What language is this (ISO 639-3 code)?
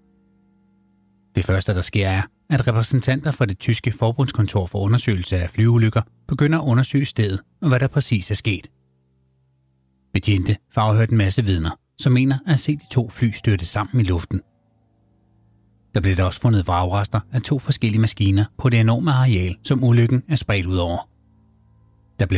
dan